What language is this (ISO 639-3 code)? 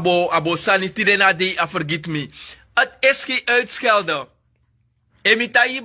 srn